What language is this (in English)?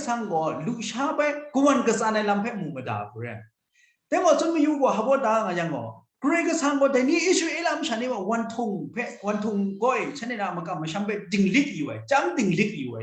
Kachin